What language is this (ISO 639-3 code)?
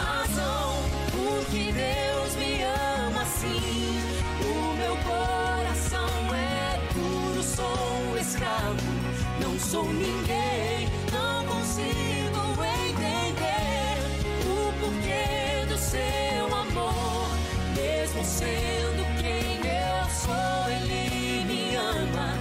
por